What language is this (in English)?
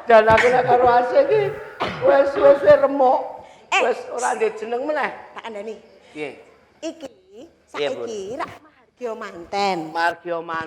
Javanese